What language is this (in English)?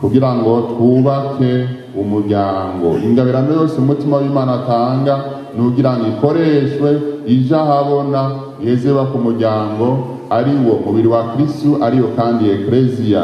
Rundi